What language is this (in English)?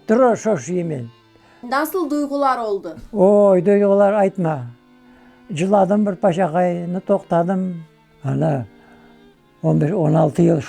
Crimean Tatar